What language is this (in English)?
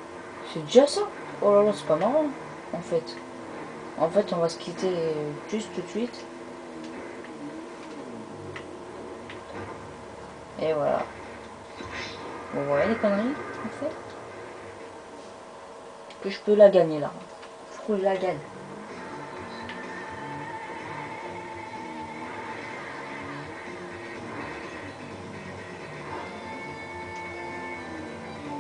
French